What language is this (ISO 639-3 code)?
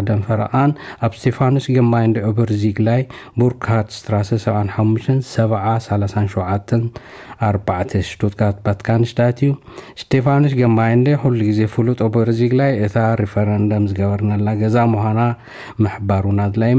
tir